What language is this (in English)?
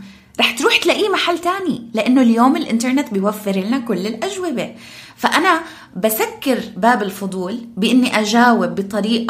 North Levantine Arabic